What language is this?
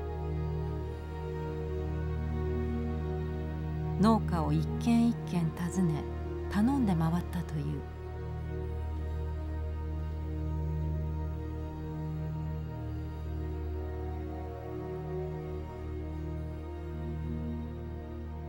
Japanese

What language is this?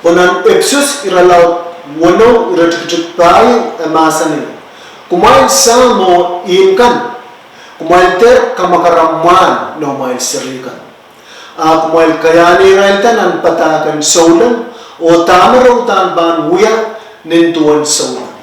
Pohnpeian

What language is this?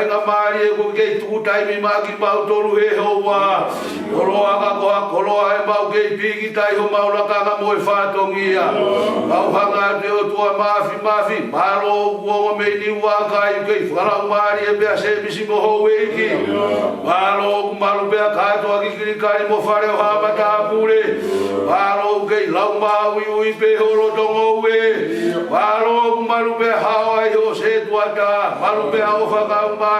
Tongan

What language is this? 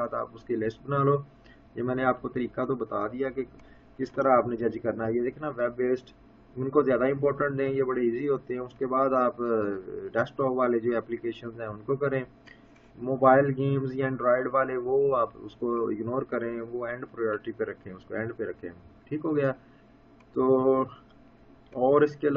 Urdu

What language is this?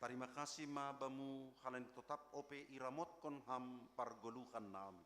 Batak Simalungun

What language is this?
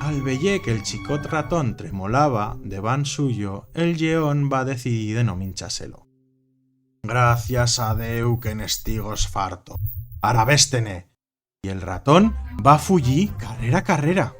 Aragonese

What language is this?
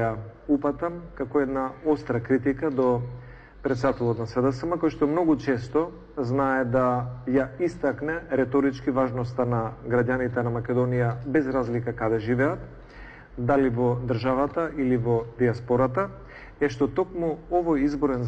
Macedonian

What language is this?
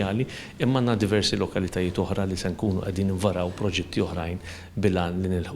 Maltese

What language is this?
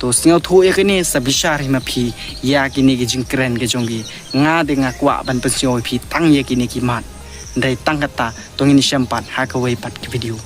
Khasi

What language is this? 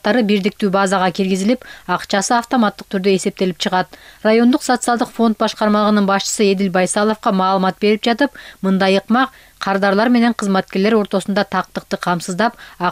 Kyrgyz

